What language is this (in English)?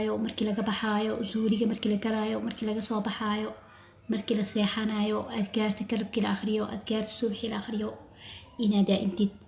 Somali